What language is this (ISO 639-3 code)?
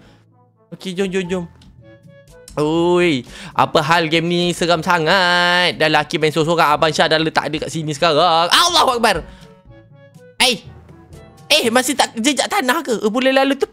msa